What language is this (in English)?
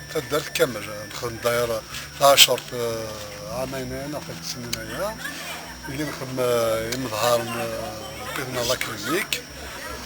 Kabyle